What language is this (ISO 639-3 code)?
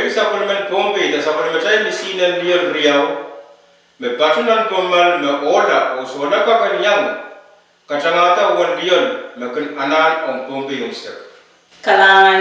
pon